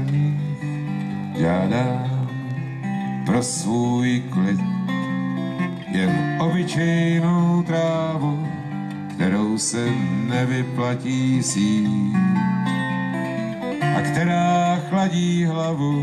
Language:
Czech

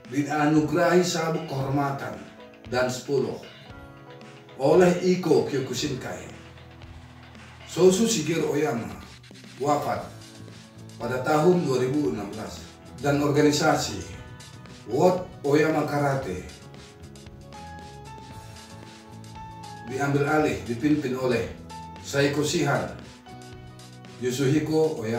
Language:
Indonesian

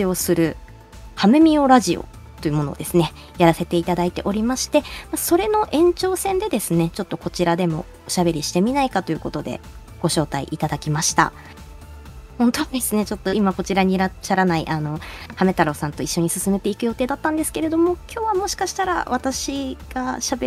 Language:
Japanese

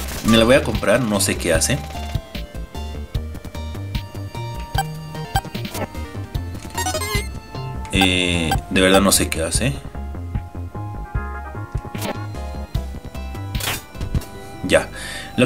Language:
Spanish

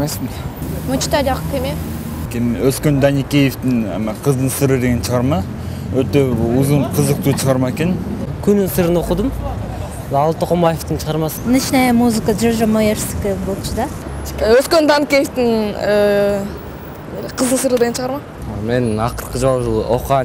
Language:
Kyrgyz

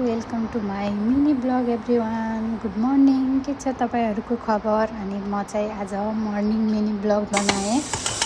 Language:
Nepali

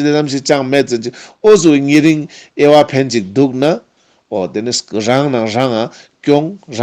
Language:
Ladakhi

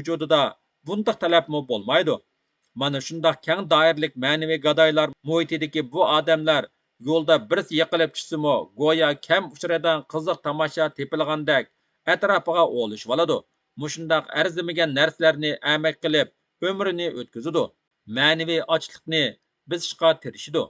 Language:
Uyghur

